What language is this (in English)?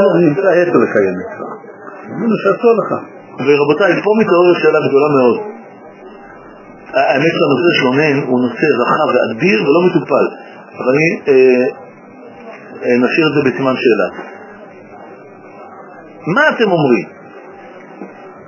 Hebrew